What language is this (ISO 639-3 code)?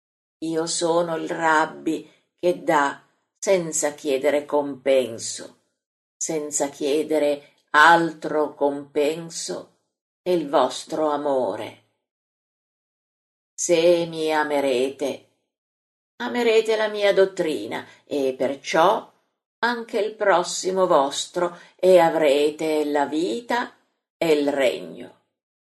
ita